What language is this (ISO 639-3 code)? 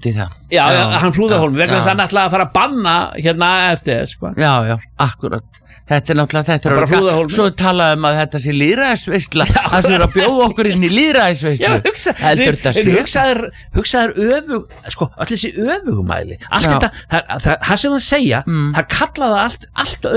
isl